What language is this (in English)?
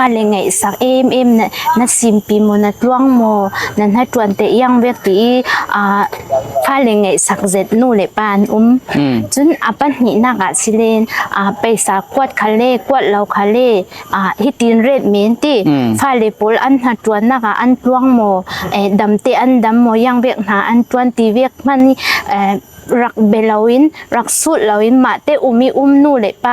Falam Chin